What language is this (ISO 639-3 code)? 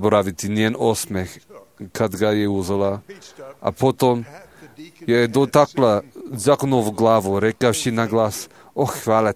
srp